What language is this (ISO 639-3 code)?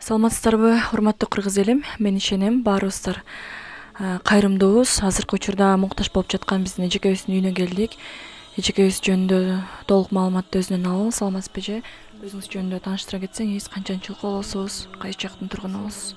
kir